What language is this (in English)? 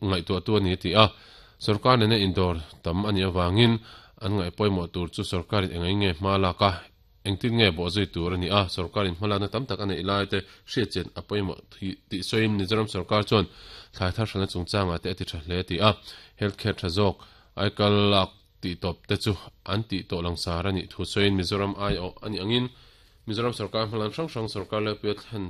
Mizo